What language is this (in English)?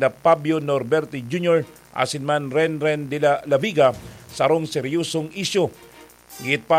Bikol